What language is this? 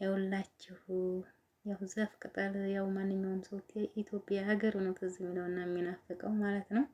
Amharic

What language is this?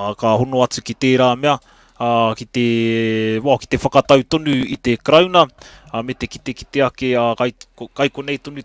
Māori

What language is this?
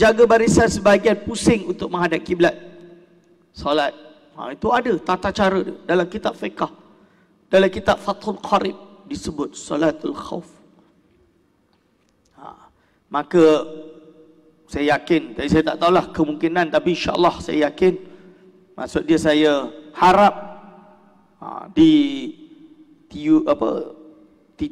Malay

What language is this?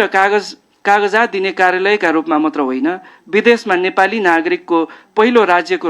Nepali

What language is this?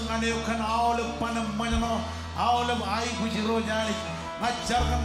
Marshallese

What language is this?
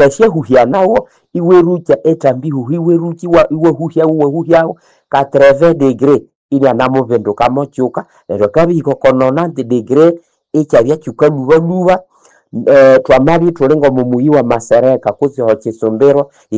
Nande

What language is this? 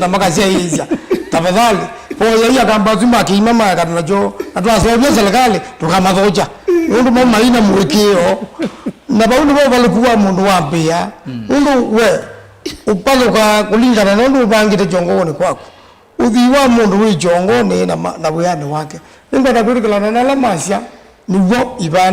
Kamba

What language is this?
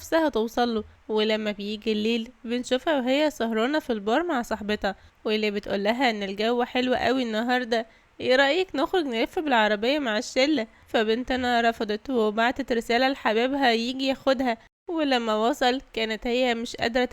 Egyptian Arabic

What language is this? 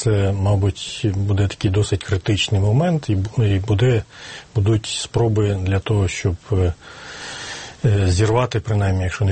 Ukrainian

